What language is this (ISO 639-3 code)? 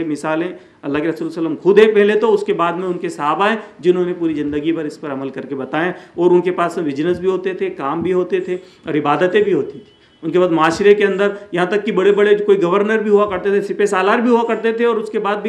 urd